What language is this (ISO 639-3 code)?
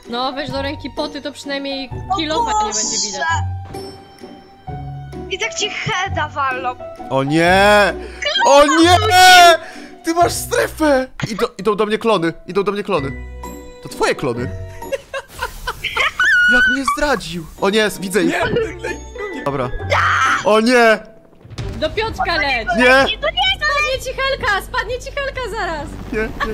pol